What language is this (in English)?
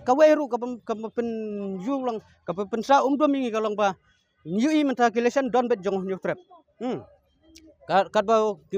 Khasi